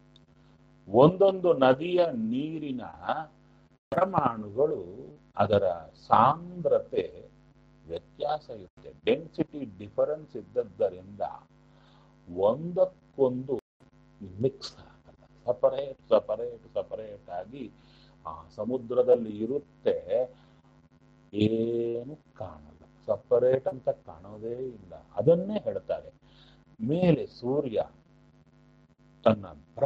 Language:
Kannada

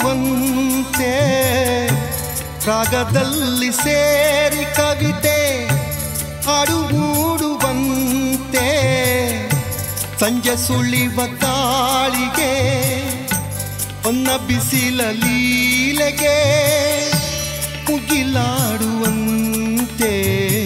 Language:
Kannada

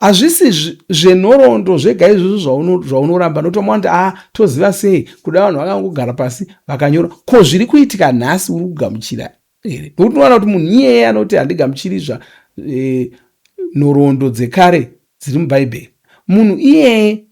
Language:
Shona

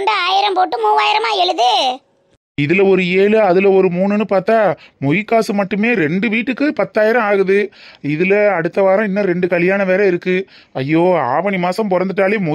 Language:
Tamil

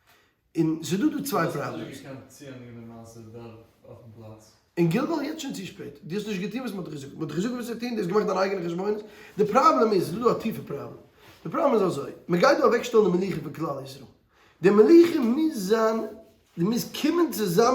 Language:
Yiddish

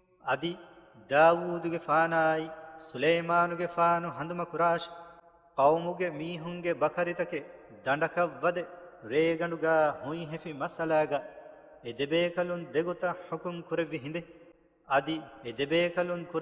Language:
Divehi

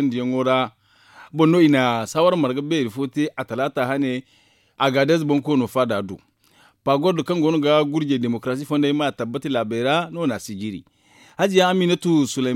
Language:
Zarma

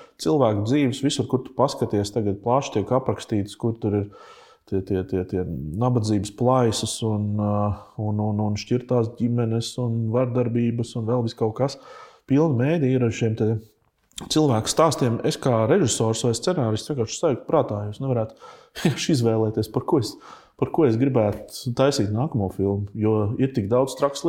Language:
Latvian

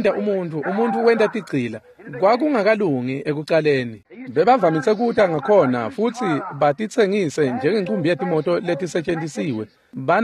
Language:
Swati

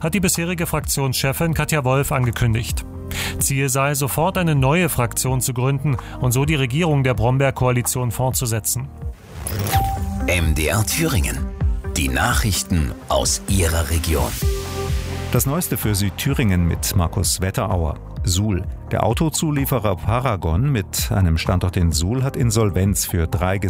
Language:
German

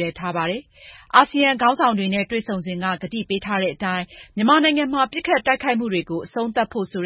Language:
Burmese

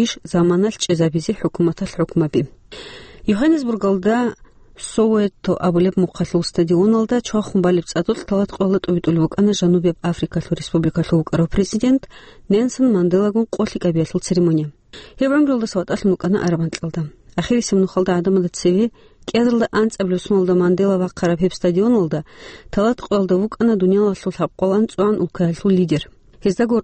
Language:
Avaric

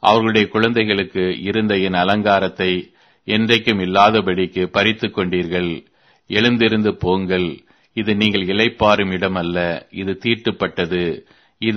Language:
Tamil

